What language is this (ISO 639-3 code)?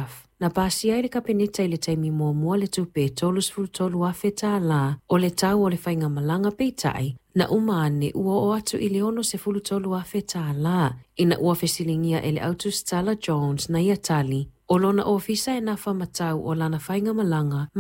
smo